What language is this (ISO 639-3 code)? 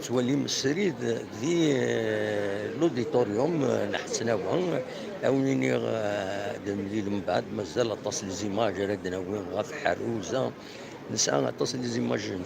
kab